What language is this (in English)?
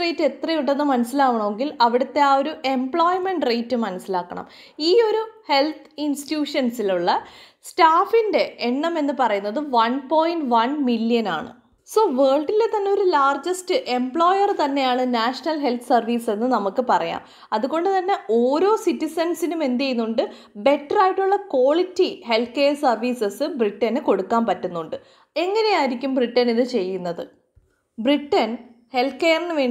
Malayalam